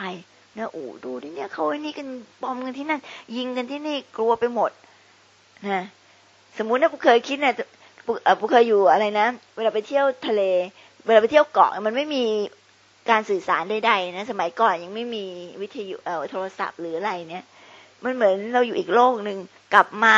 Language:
Thai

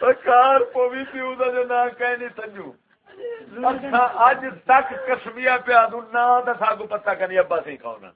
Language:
Saraiki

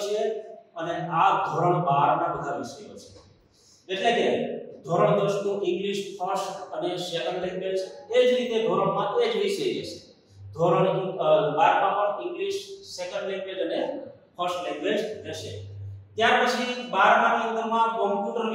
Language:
Gujarati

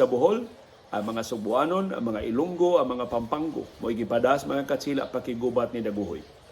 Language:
Cebuano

